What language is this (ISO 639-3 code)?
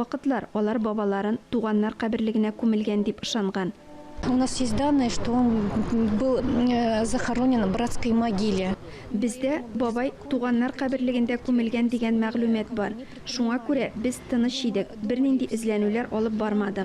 tat